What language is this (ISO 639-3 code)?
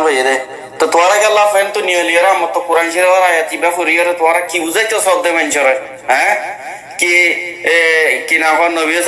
rhg